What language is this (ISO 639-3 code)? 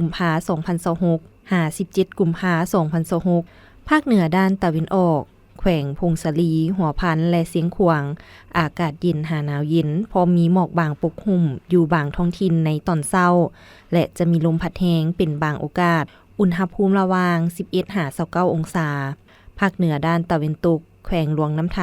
lao